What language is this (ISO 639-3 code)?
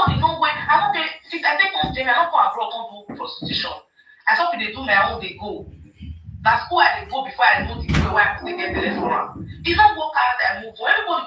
pcm